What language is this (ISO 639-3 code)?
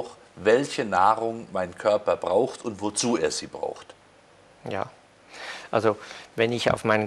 deu